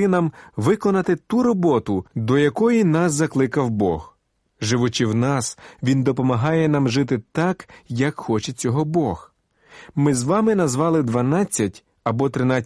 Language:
Ukrainian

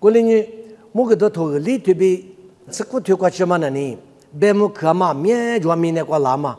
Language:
Lisu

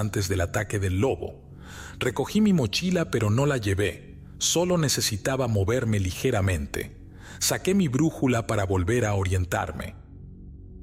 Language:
Spanish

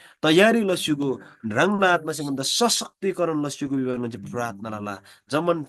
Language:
Eastern Tamang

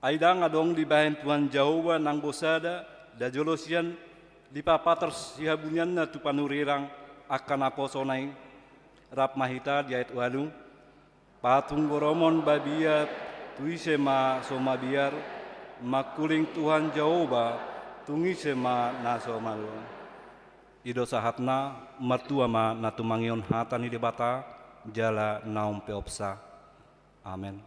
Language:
Batak Toba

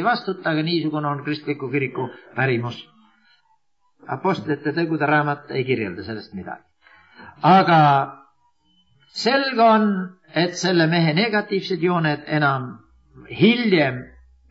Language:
Estonian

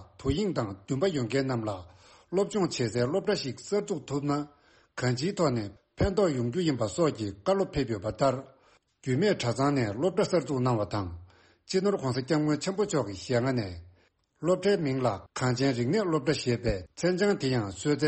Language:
Tibetan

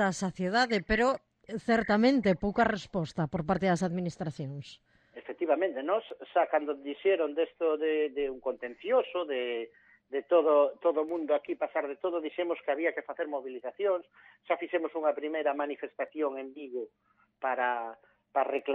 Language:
Galician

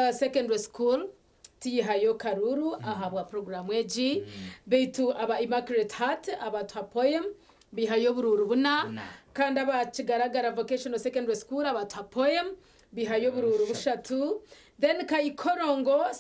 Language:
Nyankole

